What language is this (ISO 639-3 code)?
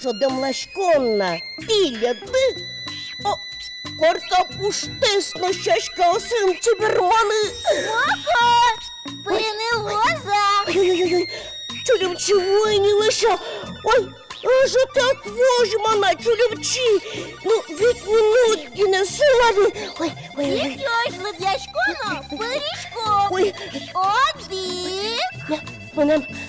udm